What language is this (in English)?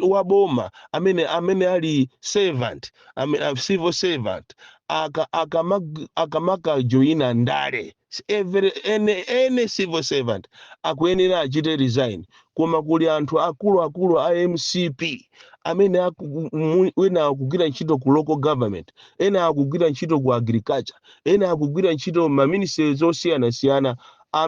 Nyanja